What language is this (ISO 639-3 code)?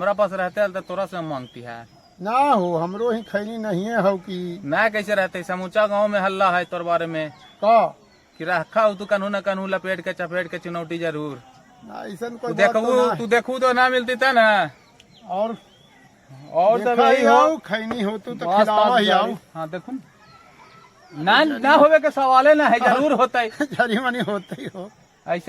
mag